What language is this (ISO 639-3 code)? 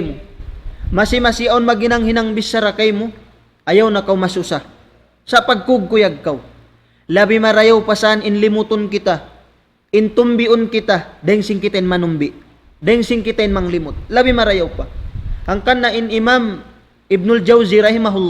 tsg